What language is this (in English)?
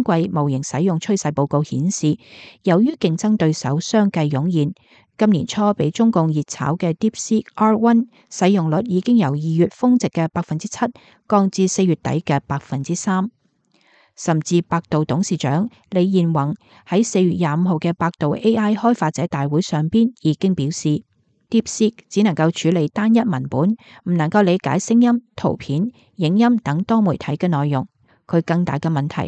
Cantonese